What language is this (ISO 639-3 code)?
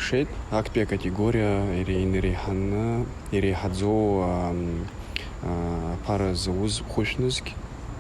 abk